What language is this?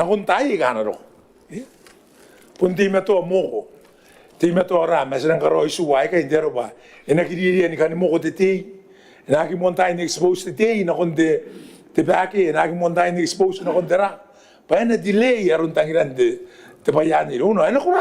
Gilbertese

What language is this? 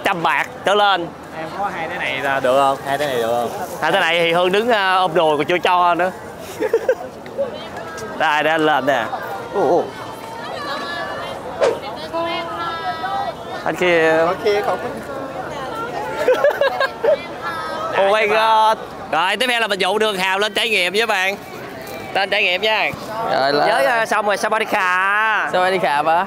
Vietnamese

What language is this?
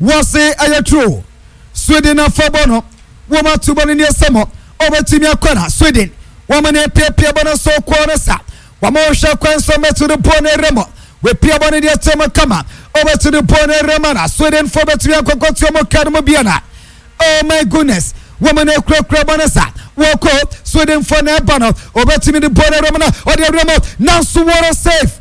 Akan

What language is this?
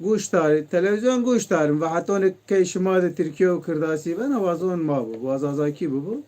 Zaza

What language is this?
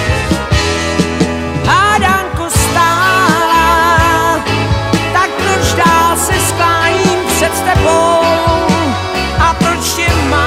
Czech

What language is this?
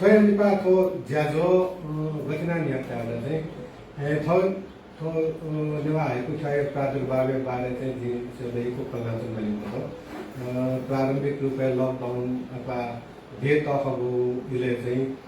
Newari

